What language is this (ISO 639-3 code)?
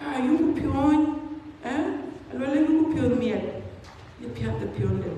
din